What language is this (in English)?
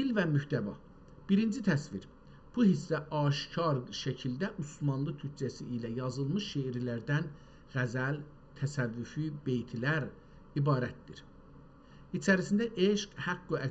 South Azerbaijani